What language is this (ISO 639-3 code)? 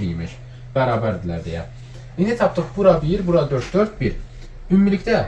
aze